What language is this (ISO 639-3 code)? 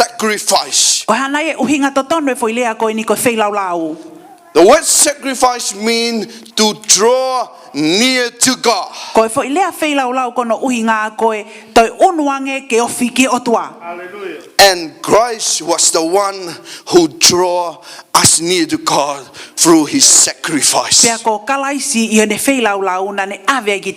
ton